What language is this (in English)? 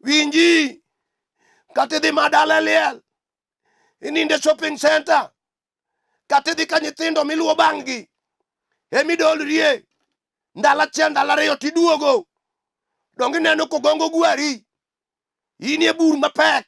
Luo (Kenya and Tanzania)